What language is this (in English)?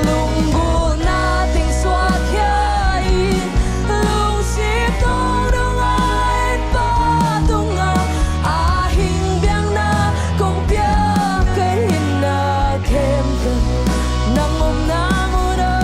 Tedim Chin